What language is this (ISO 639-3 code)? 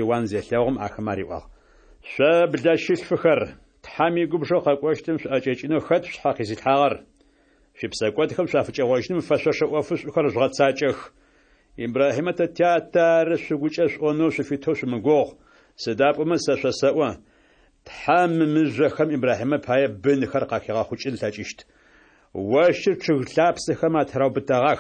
ady